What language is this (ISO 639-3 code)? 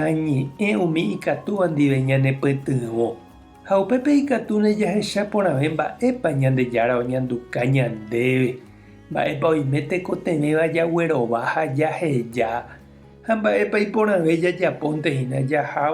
grn